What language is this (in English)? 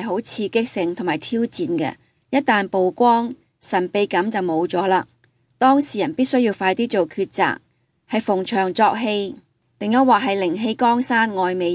Cantonese